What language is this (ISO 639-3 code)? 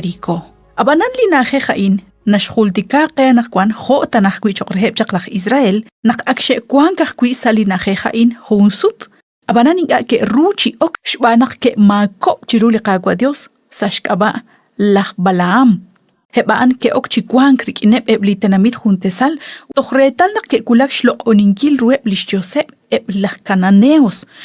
kek